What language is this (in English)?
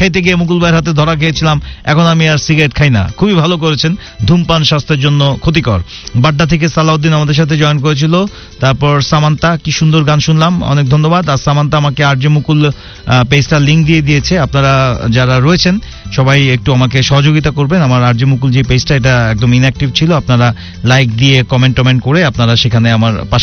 Bangla